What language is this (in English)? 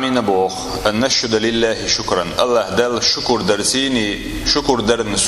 Chechen